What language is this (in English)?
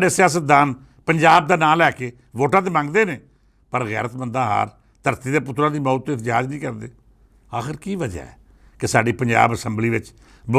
Western Panjabi